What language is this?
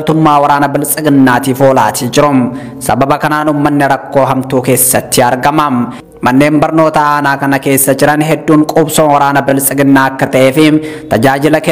Oromo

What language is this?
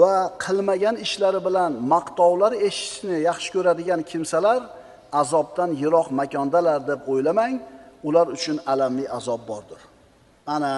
Uzbek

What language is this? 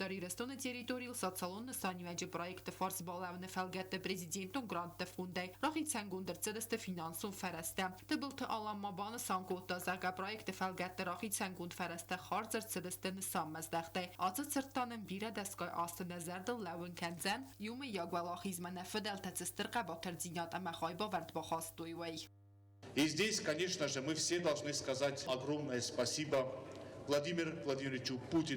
Ossetic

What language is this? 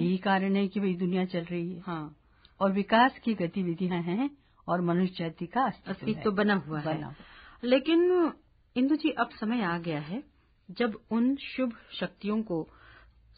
Hindi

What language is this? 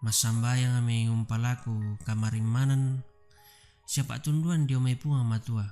Toraja-Sa'dan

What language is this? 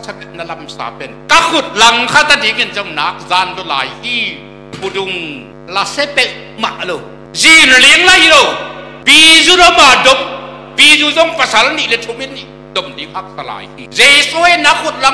Tedim Chin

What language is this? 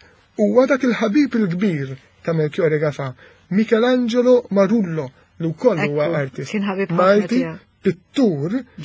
Maltese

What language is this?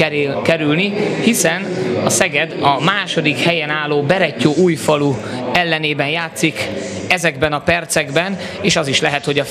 Hungarian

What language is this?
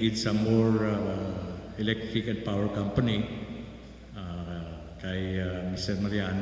Hiligaynon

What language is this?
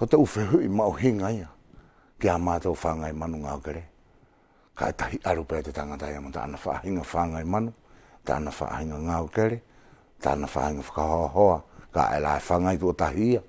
Wallisian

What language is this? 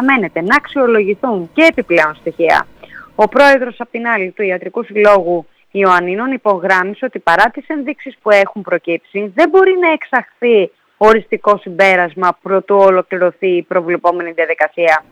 Greek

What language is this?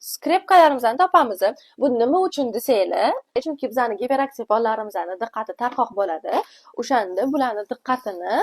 Uzbek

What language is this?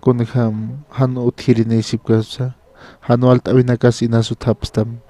Aymara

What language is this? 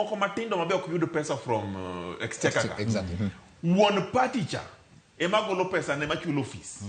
Luo (Kenya and Tanzania)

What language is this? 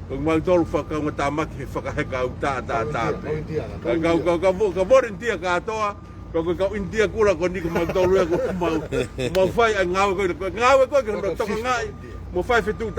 Tongan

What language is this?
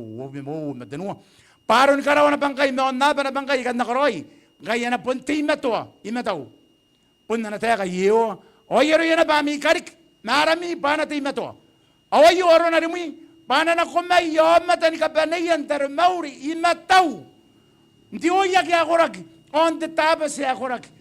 Gilbertese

